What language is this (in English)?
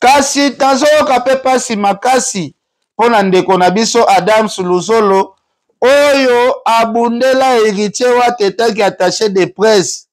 Lingala